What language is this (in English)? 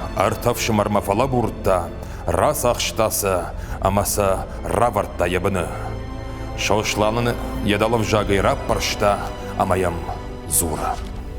Ossetic